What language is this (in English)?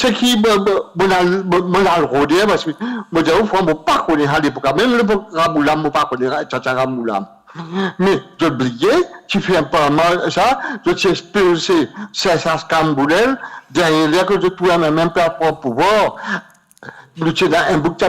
Morisyen